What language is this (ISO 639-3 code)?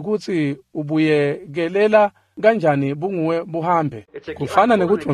ssw